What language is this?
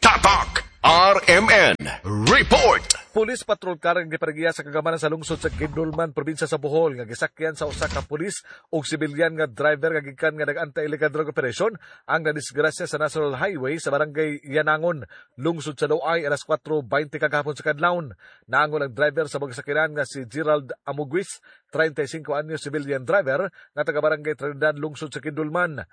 Cebuano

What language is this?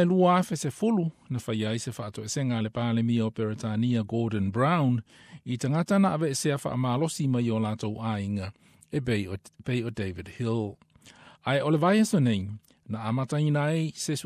Samoan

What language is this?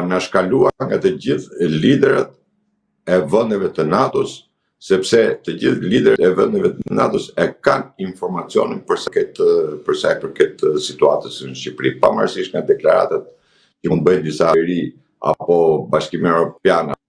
Albanian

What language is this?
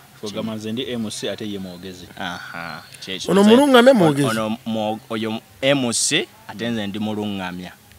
Ganda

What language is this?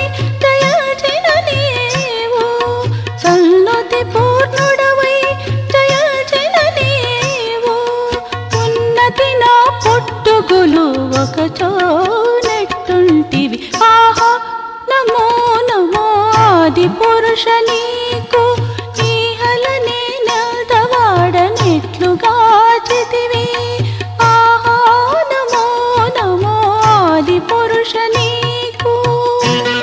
Telugu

